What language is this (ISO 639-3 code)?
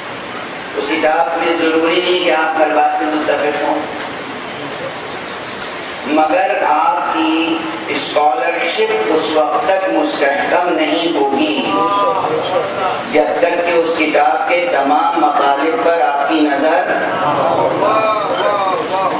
urd